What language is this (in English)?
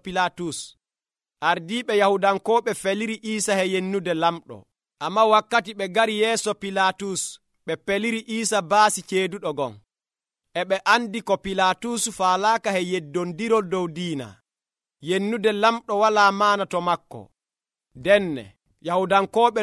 Nigerian Fulfulde